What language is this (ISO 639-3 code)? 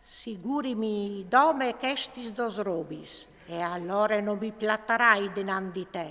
fur